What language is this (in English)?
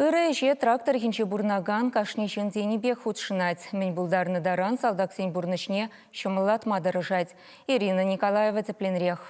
Chuvash